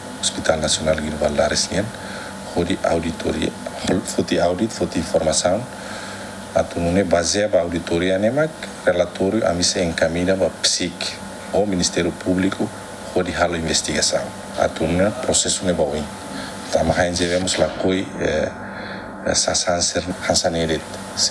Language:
Tetum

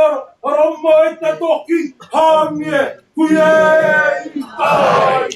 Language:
Māori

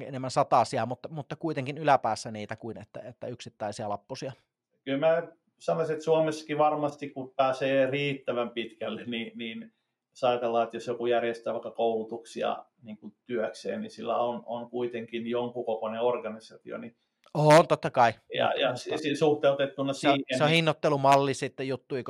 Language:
Finnish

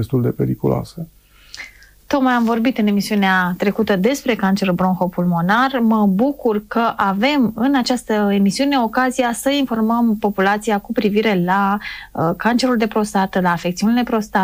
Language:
Romanian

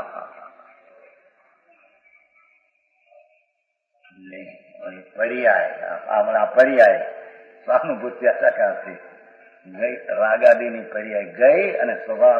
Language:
Gujarati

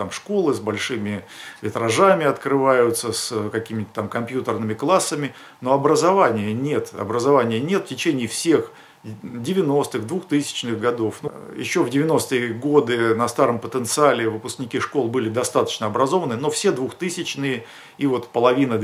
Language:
Russian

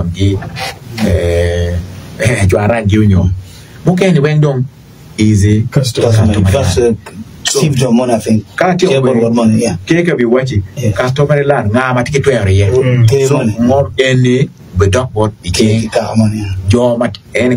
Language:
Acoli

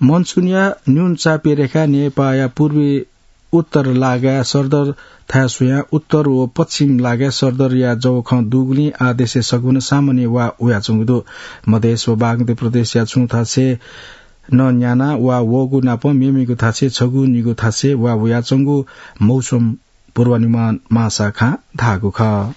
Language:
Newari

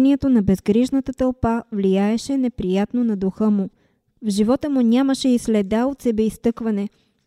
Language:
Bulgarian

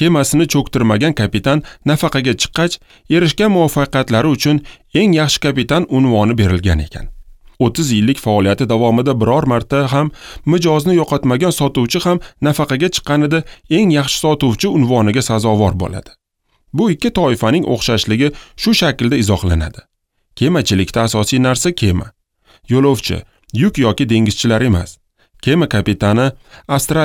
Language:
Uzbek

